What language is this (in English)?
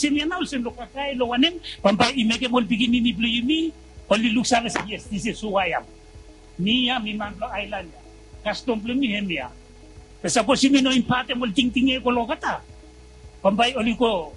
Bislama